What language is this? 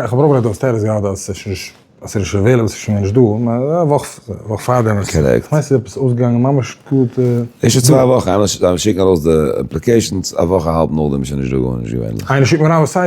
Yiddish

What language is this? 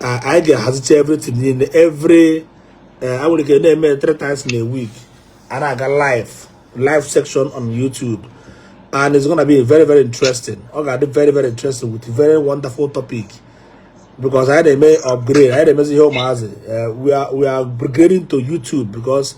Igbo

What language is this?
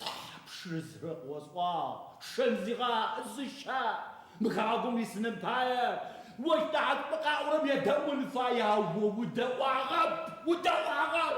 Adyghe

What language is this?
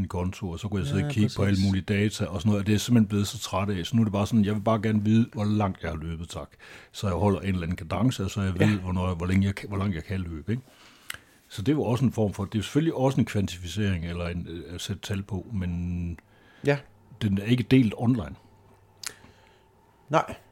Danish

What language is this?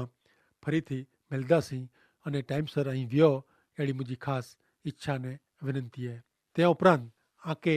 Kachhi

